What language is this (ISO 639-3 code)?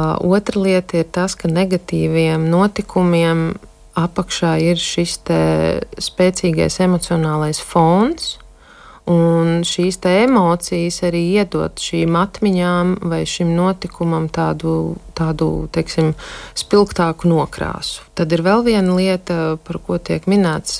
lav